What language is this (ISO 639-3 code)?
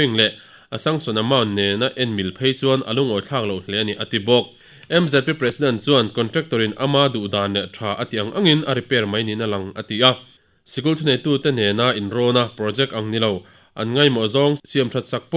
lus